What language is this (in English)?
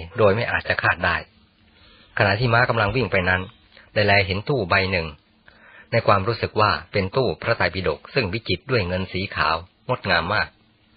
Thai